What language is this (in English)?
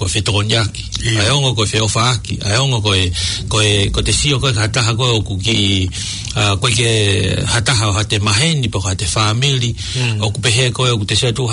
Tongan